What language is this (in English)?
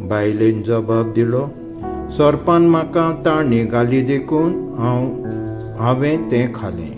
Konkani